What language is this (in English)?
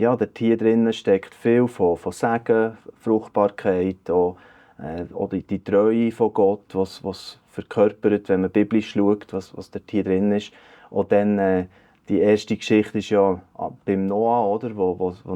Swiss German